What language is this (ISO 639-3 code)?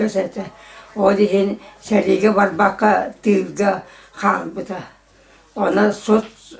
sah